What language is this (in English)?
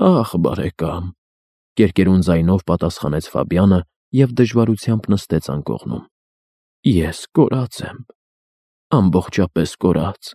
Armenian